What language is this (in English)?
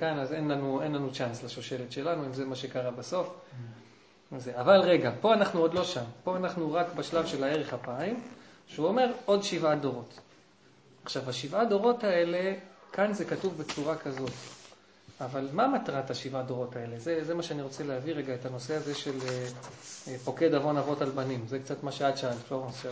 Hebrew